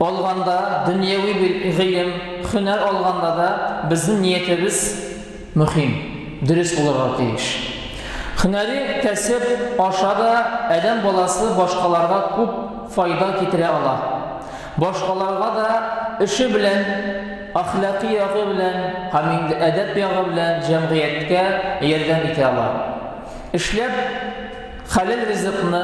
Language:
Tatar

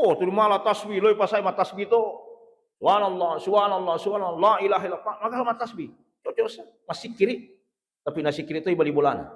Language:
Buginese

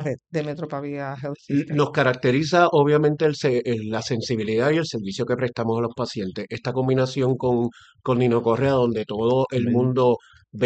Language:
Spanish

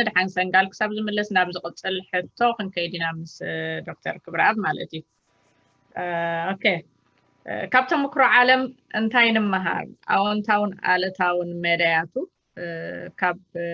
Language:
Tigrinya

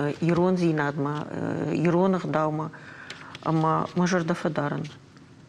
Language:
Ossetic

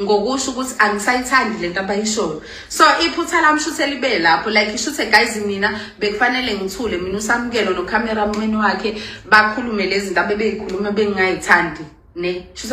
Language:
Zulu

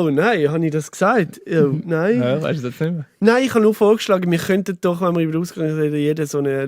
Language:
Swiss German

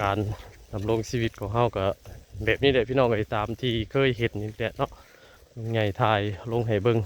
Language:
Northeastern Thai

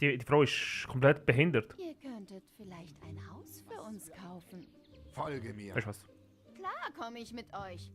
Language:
Swiss German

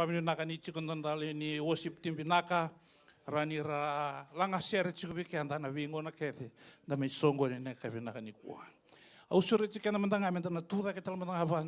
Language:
Fijian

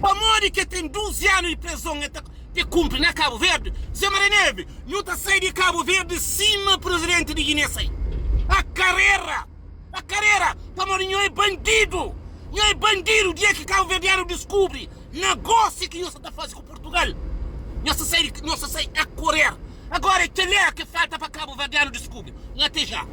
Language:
Kabuverdianu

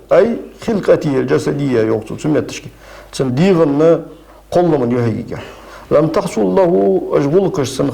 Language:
Ingush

